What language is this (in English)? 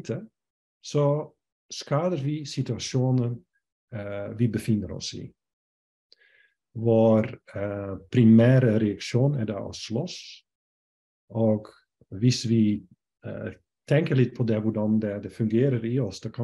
Norwegian